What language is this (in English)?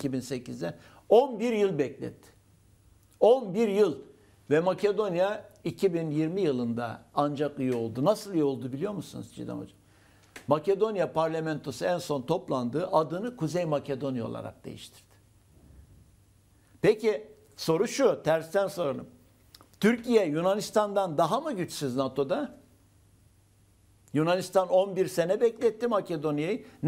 Turkish